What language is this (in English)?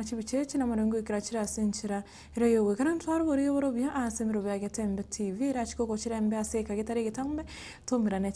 Gusii